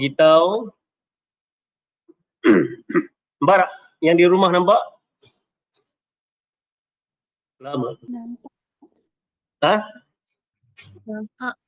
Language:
Malay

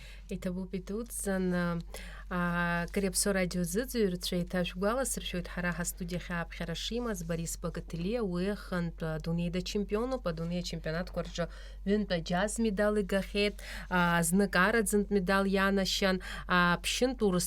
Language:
Abkhazian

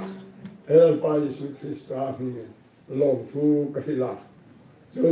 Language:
Hmar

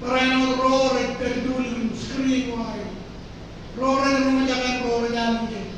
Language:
Marshallese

